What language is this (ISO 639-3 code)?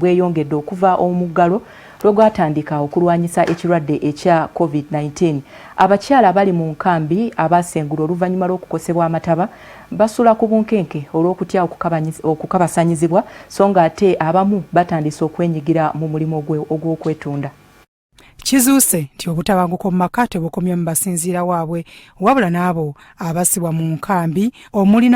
lug